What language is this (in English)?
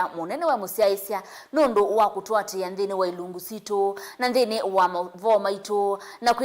Kamba